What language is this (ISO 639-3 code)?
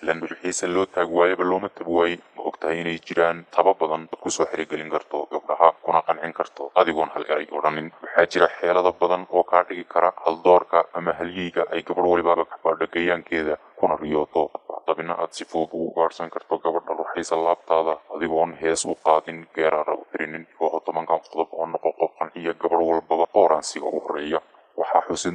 som